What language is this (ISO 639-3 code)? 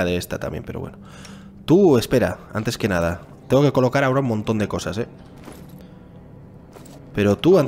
spa